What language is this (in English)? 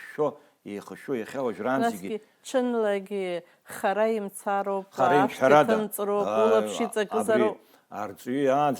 Abkhazian